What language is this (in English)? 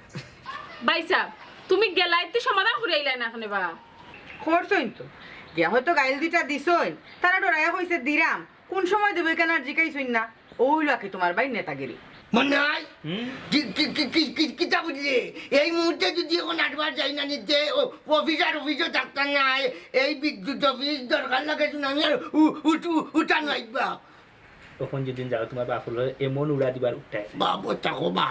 Sylheti